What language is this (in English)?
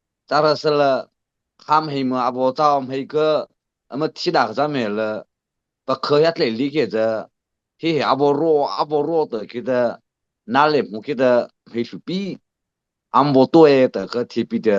Mara Chin